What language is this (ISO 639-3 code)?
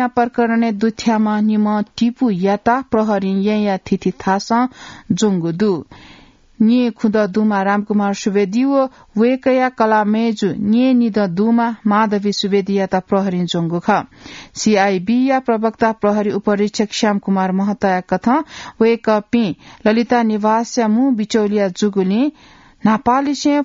new